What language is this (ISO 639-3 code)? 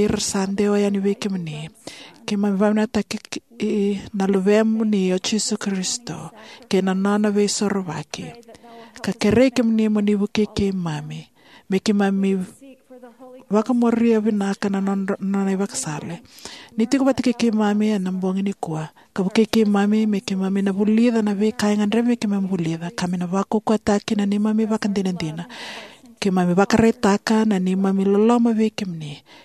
fij